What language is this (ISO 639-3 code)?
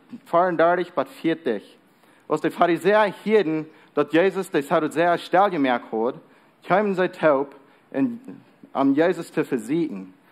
pdt